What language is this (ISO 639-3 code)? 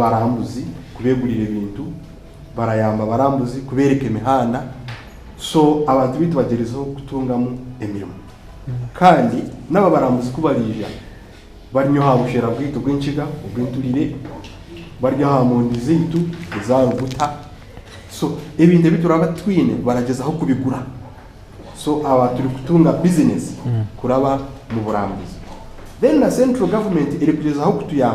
nyn